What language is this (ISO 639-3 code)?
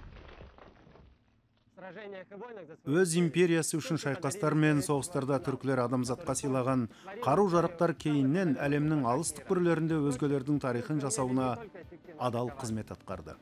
kaz